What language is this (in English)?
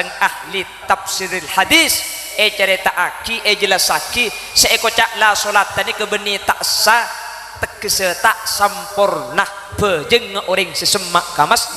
Madurese